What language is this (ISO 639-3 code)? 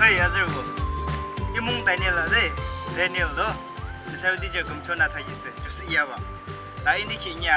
yim